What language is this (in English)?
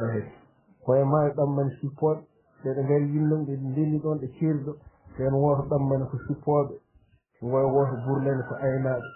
Fula